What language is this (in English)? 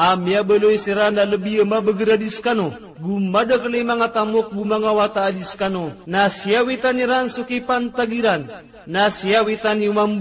Maranao